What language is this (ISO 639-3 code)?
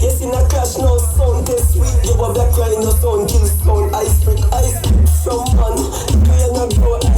jam